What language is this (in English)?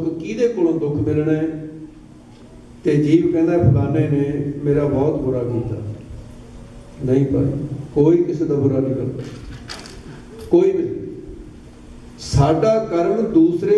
Punjabi